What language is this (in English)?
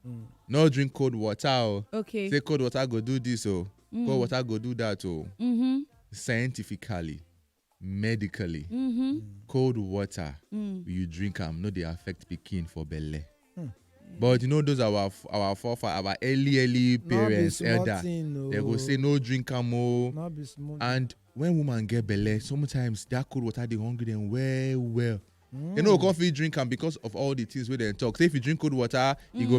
Nigerian Pidgin